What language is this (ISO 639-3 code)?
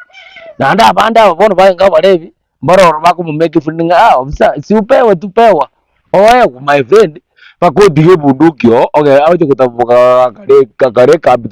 guz